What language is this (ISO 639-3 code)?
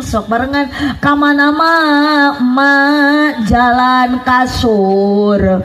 sun